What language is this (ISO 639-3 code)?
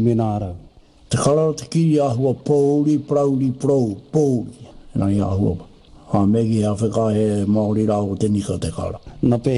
mri